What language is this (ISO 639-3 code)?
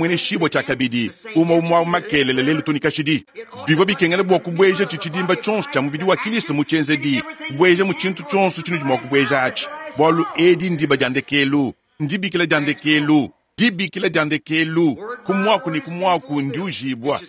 lua